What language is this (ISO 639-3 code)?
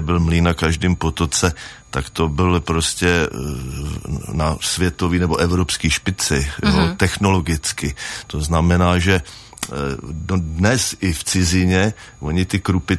ces